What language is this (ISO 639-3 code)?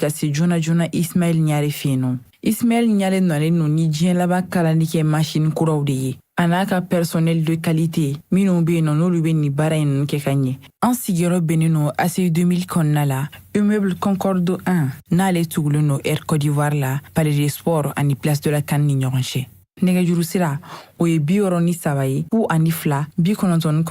bam